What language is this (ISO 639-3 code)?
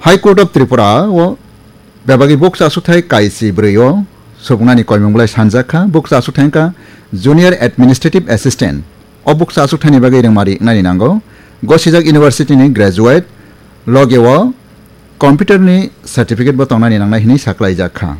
trp